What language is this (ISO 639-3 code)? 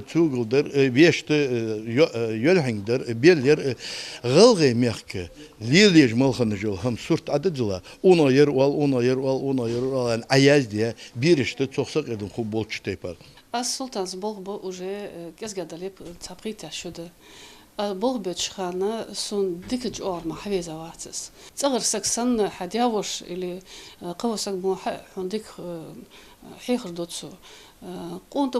inh